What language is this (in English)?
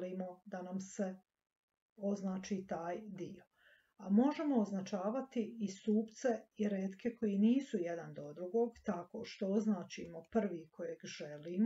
Croatian